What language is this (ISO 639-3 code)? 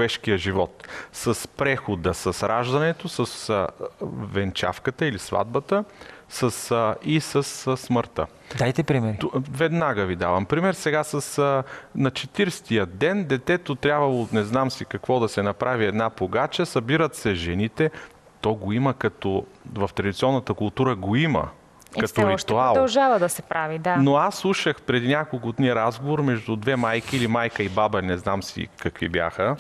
bul